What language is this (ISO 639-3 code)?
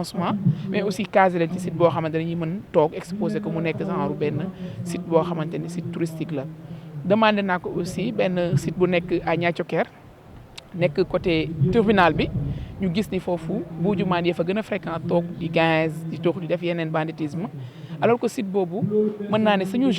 wol